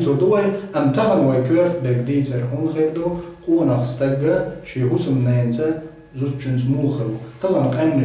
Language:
Chechen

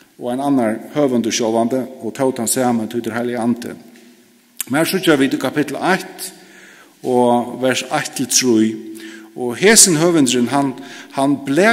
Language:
Faroese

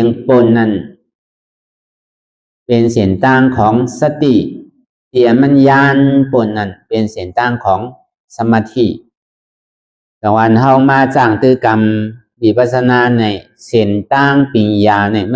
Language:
Shan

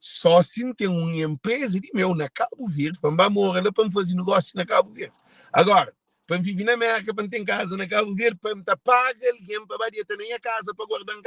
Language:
Kabuverdianu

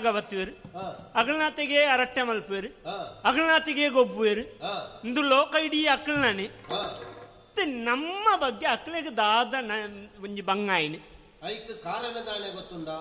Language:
Tulu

